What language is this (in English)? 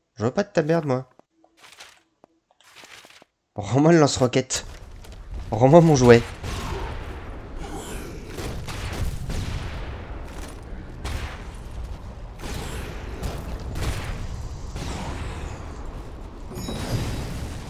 French